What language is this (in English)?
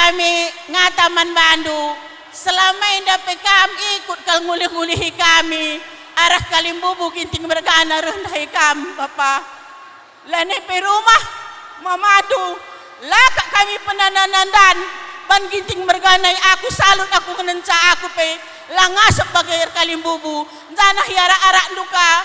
Batak Karo